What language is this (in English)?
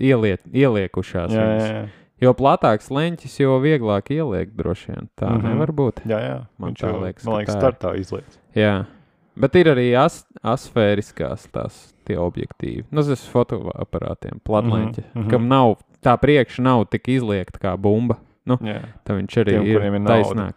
Latvian